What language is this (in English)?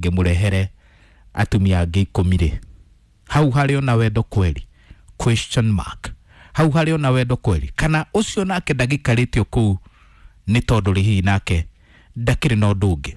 Kikuyu